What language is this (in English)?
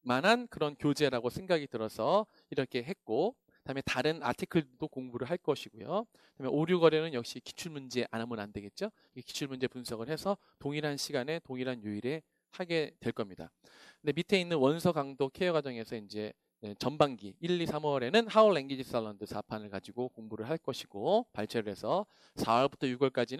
Korean